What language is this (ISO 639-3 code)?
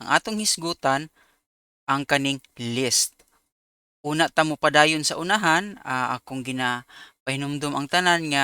ceb